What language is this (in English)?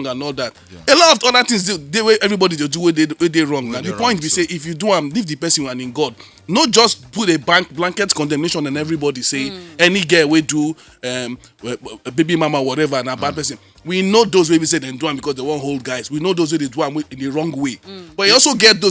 Nigerian Pidgin